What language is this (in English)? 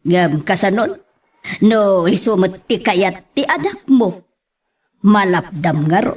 Iloko